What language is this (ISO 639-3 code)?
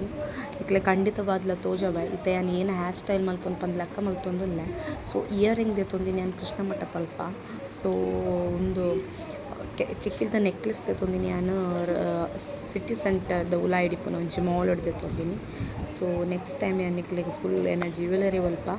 tcy